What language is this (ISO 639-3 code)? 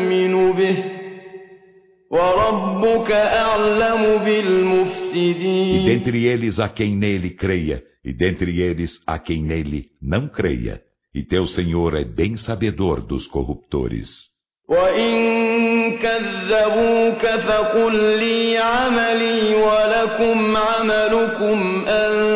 por